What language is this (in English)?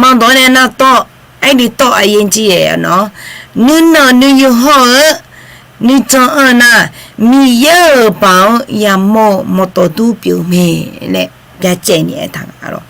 Akha